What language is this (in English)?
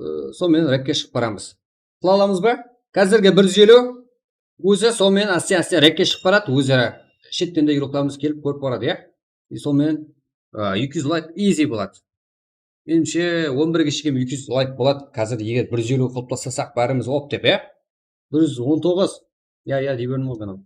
Kara-Kalpak